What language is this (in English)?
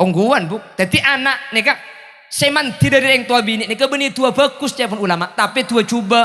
Madurese